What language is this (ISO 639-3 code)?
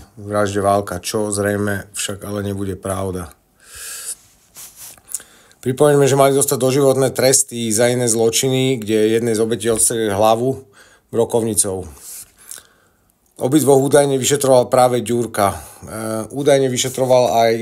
slk